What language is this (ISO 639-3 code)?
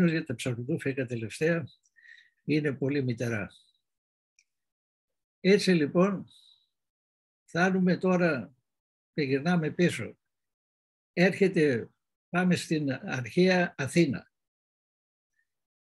ell